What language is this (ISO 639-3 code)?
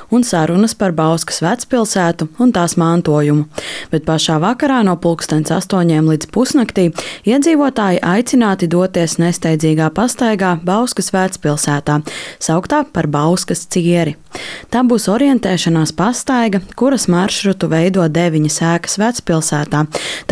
lav